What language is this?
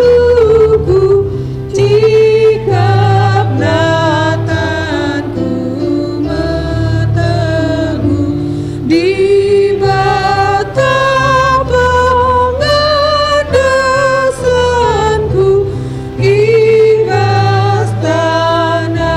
Batak Karo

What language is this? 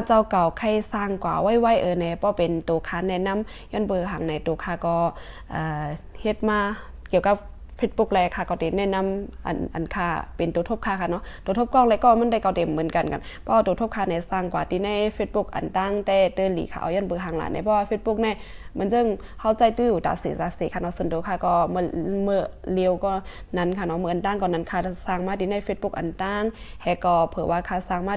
Shan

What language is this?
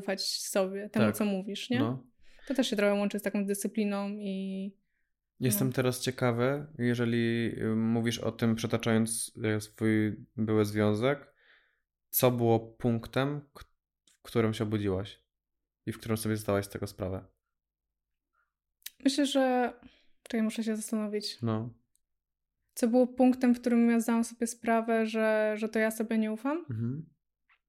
Polish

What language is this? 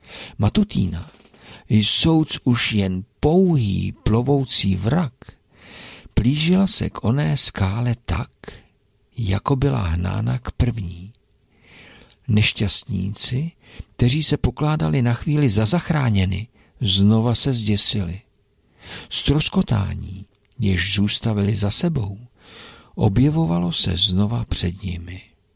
Czech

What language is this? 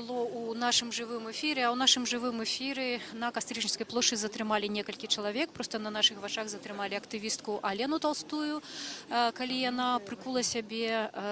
Belarusian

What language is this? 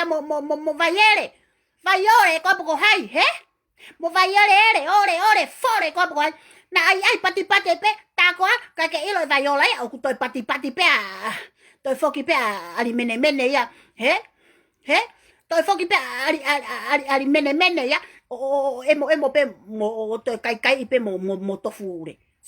Tongan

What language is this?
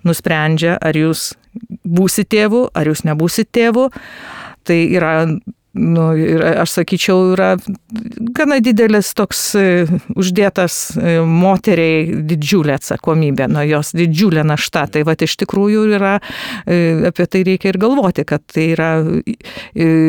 Lithuanian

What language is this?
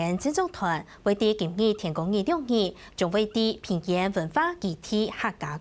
Hakka Chinese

